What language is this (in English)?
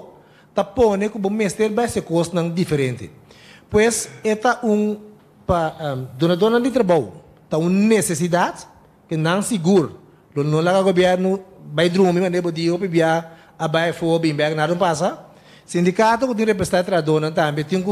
Papiamento